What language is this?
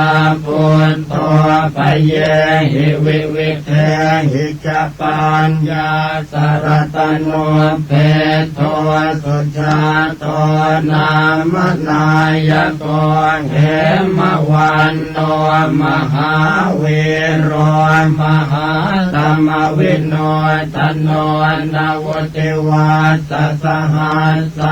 Pali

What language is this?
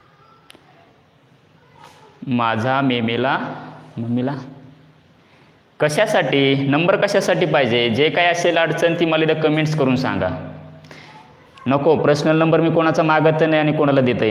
Marathi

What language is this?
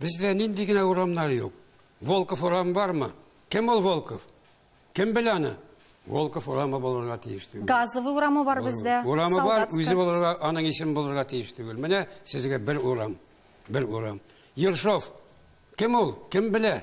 Tatar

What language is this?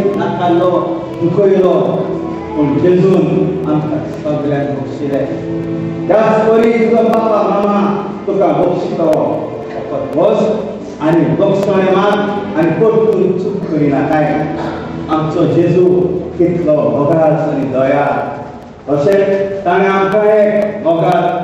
Konkani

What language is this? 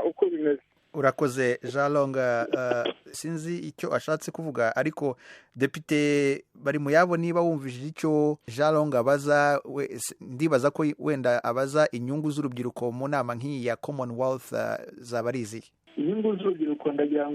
Kinyarwanda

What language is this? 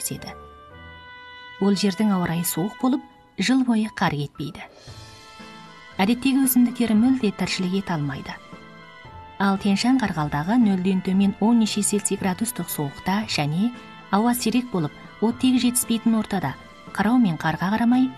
Kazakh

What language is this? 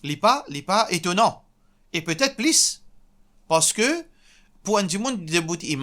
Morisyen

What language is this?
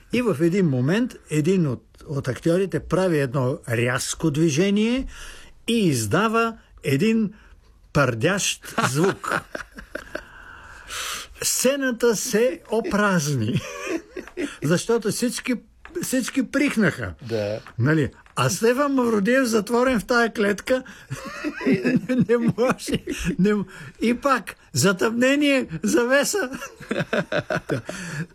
Bulgarian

